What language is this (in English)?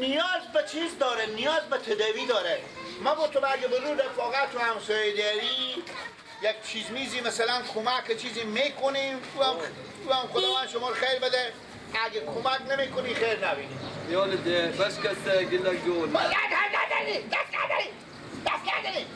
Persian